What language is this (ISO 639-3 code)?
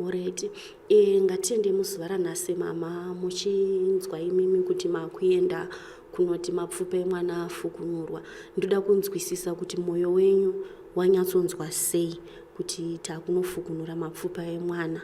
sna